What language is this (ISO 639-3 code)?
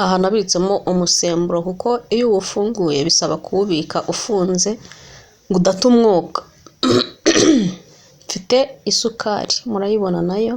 kin